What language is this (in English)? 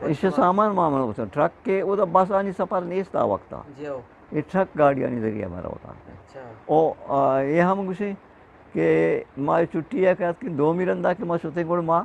Eastern Balochi